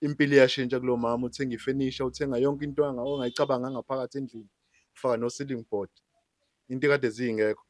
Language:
Zulu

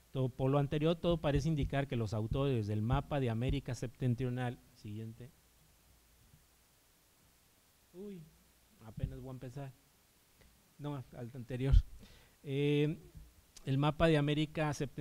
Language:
Spanish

